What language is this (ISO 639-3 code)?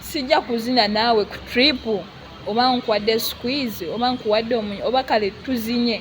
lug